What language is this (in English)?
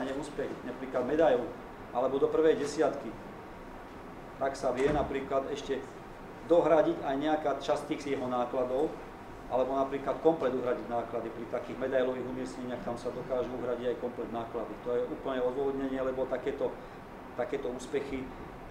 Slovak